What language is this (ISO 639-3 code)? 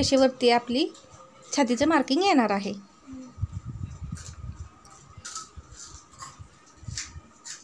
mar